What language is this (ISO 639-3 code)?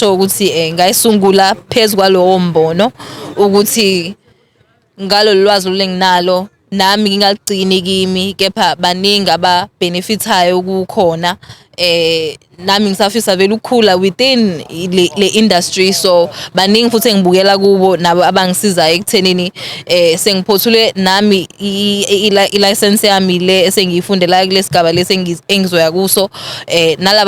zul